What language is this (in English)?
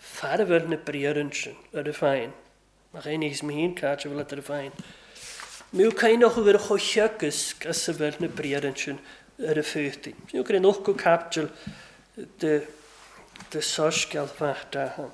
Welsh